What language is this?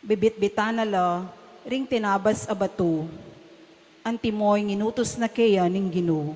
Pampanga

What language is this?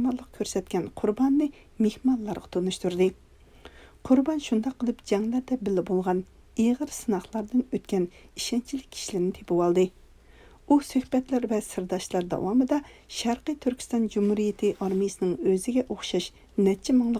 Uyghur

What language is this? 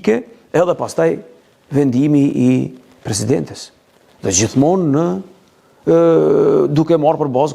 Albanian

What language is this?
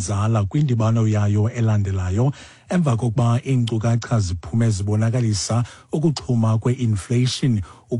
Xhosa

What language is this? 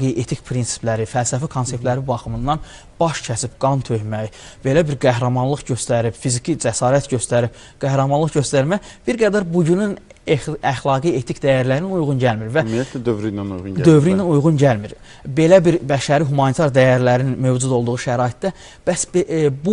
Azerbaijani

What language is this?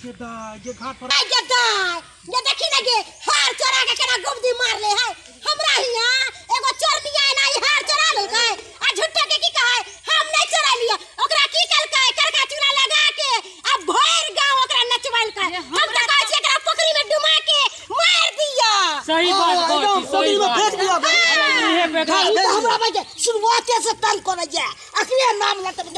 Maithili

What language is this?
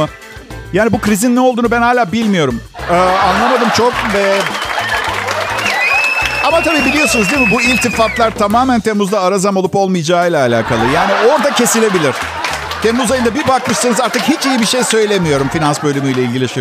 Turkish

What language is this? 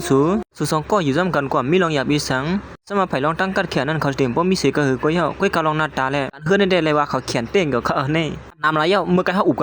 Shan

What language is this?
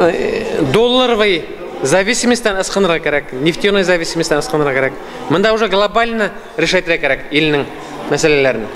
Bashkir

